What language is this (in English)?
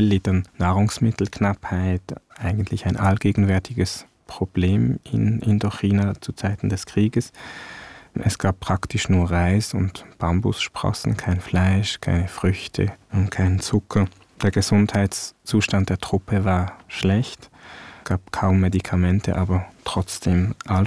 German